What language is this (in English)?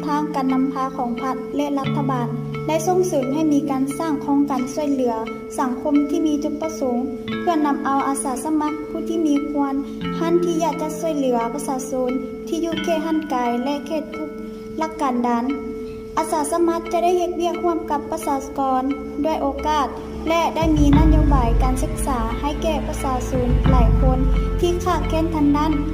Lao